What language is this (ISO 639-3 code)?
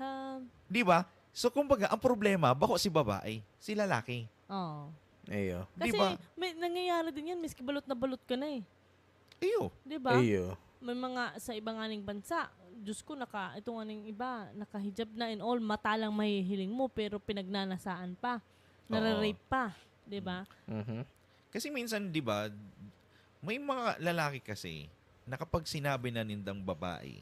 bik